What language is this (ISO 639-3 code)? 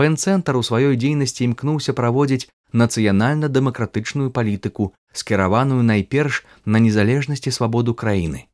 bel